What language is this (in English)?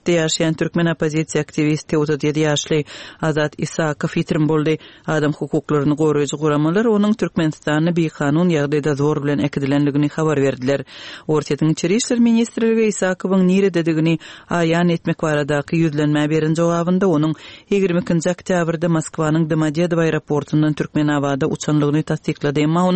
Turkmen